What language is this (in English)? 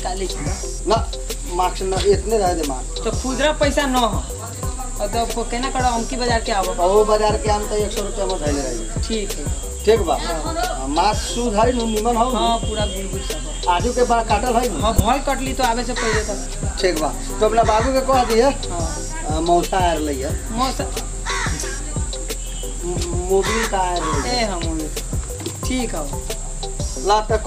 Bhojpuri